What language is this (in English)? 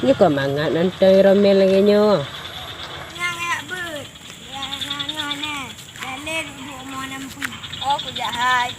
Achinese